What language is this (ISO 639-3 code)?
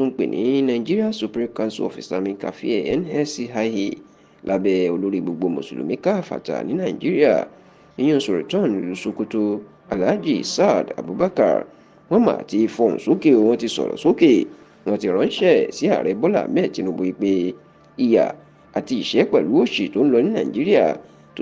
yor